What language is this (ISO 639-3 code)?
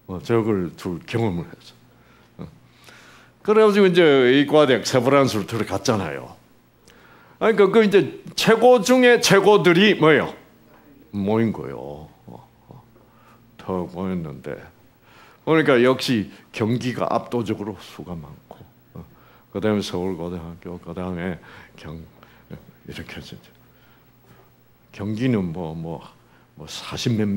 kor